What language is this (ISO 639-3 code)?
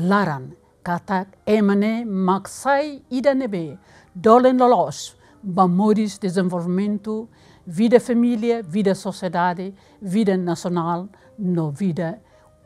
tet